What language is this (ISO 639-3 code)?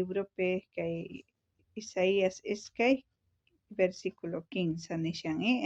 quh